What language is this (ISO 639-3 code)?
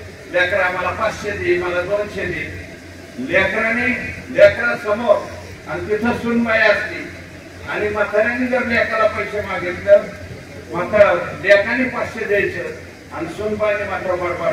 mar